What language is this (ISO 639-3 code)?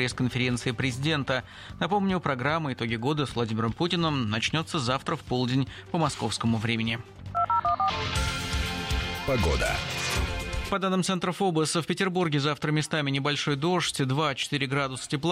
rus